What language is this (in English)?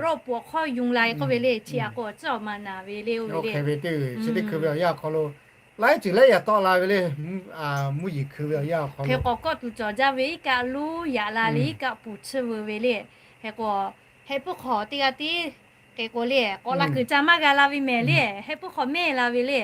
Lahu